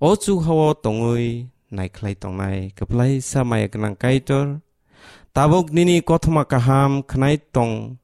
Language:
Kok Borok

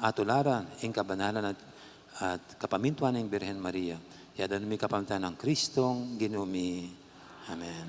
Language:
Pampanga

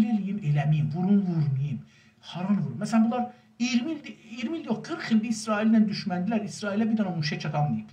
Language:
South Azerbaijani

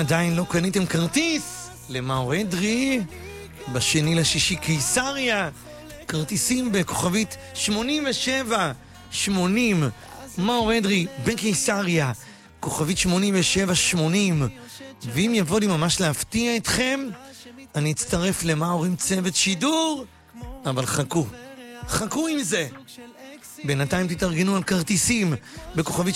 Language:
Hebrew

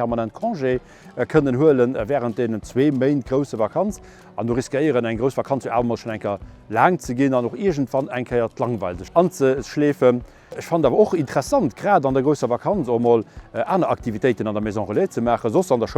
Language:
Luxembourgish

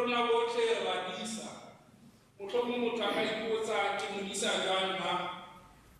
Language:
Tswana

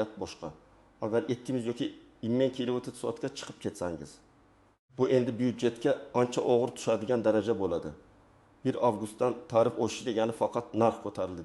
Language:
Uzbek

